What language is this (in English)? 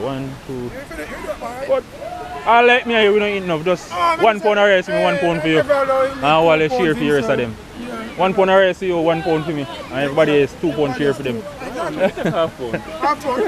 Jamaican Creole English